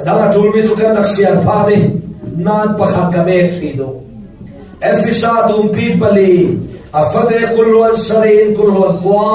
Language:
Falam Chin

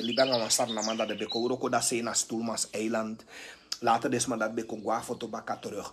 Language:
Sranan Tongo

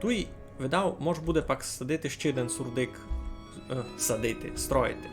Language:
Rusyn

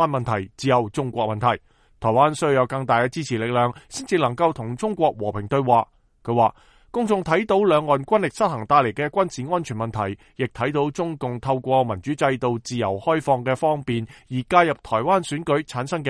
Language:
Cantonese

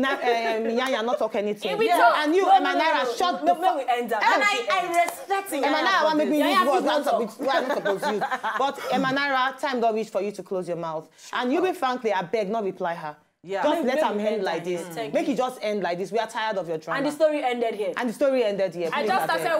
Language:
Nigerian Pidgin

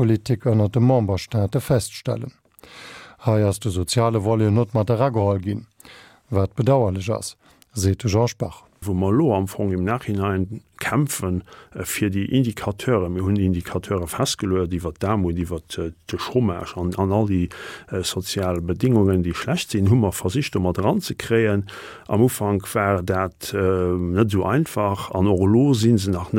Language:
Luxembourgish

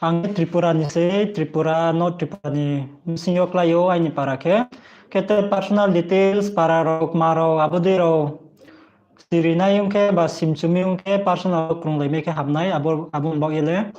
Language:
Riang (India)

